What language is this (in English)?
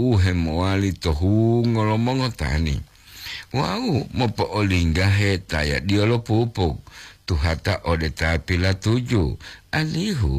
Gorontalo